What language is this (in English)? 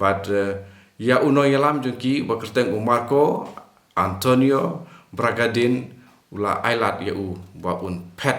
Khasi